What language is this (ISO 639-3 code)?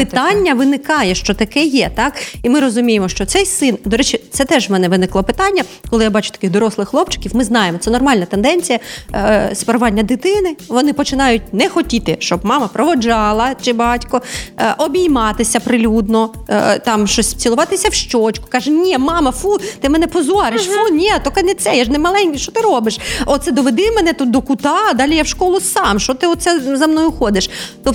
ukr